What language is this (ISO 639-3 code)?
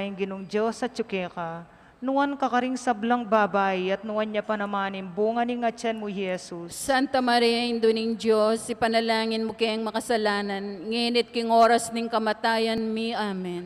pam